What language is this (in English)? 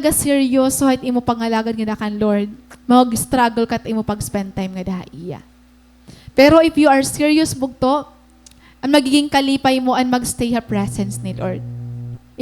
Waray